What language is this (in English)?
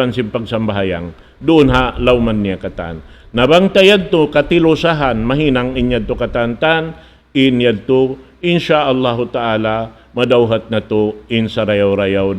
Tausug